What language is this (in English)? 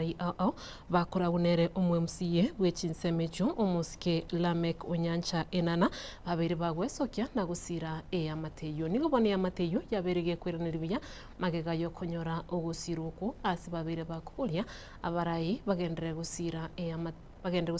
Gusii